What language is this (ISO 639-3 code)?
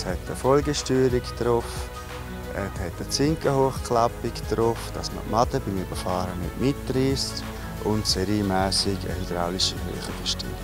gsw